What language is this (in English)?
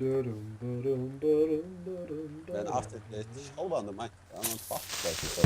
Faroese